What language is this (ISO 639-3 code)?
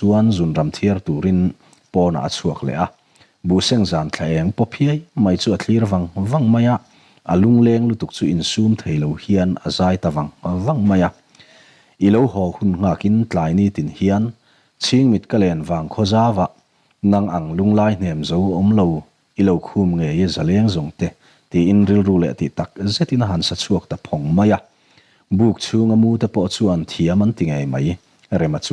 lus